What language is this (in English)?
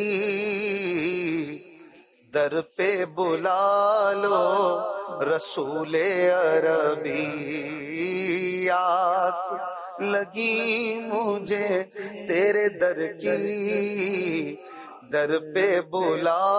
Urdu